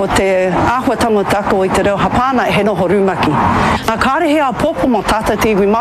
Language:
Māori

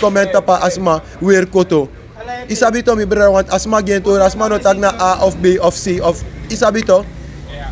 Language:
Sranan Tongo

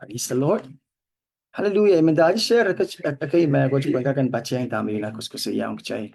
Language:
Pohnpeian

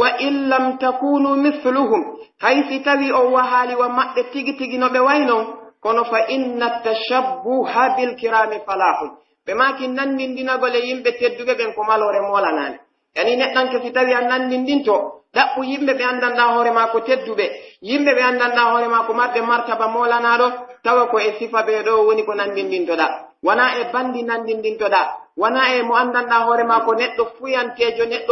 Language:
Pular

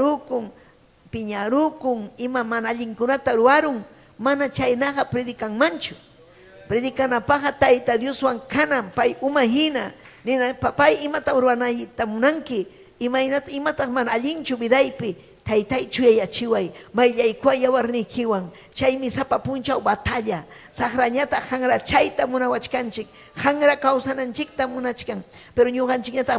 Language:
Ayacucho Quechua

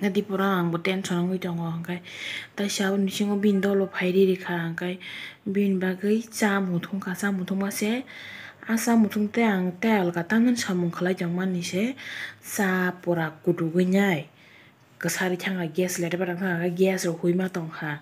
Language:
Kok Borok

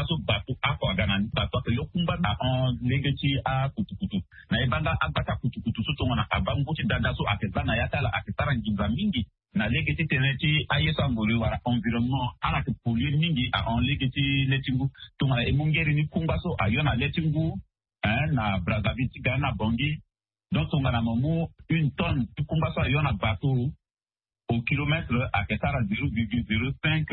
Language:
Sango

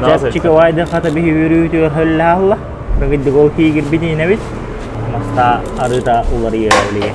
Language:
Yakut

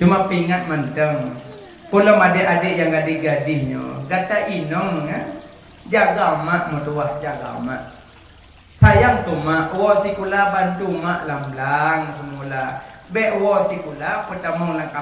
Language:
Achinese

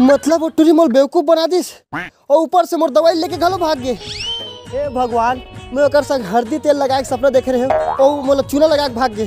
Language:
Chhattisgarhi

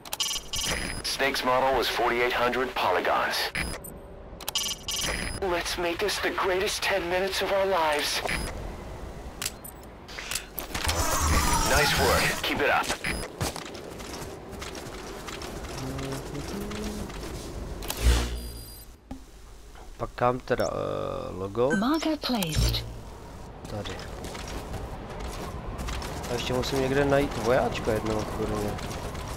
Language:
Czech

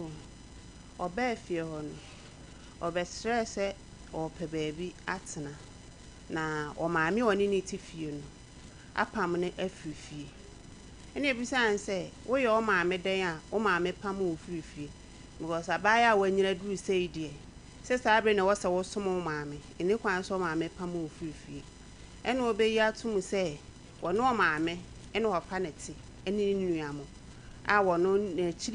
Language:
Akan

